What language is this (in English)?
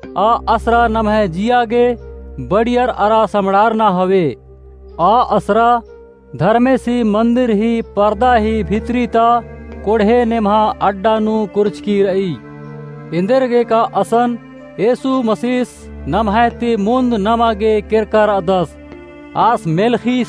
Kurukh